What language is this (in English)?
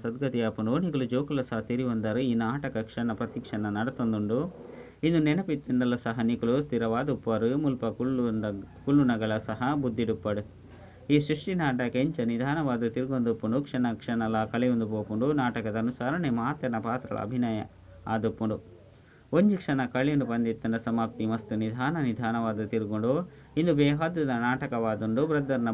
Tulu